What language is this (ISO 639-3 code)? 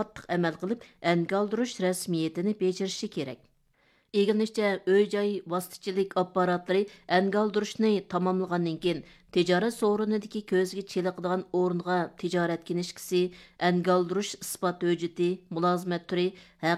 uig